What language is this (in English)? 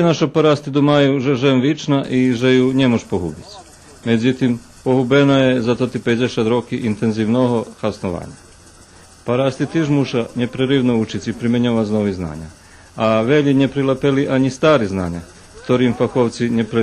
Rusyn